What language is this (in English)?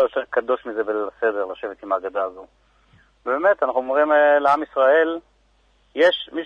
Hebrew